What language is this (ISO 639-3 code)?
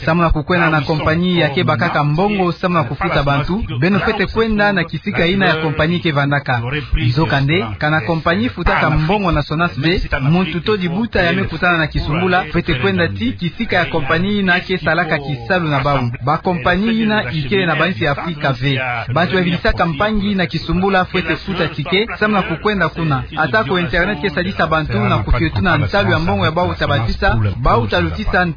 ktu